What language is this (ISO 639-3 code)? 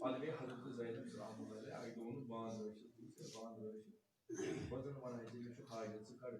kas